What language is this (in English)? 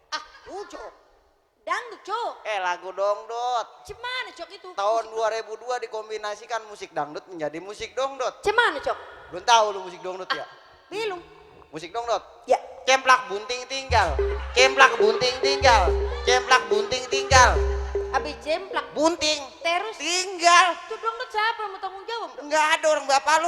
Betawi